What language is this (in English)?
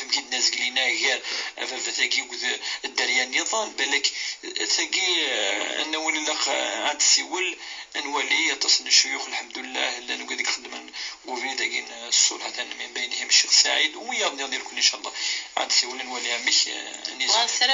Kabyle